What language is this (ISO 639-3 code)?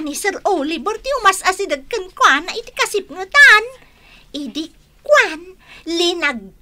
ilo